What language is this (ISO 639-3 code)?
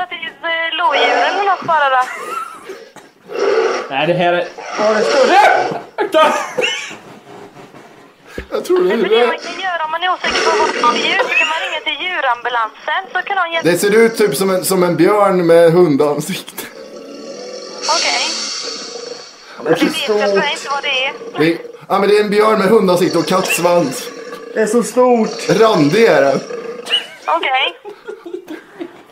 swe